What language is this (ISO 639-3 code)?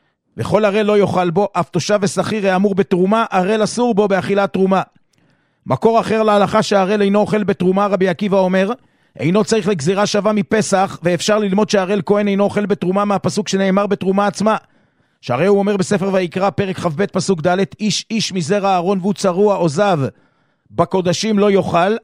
heb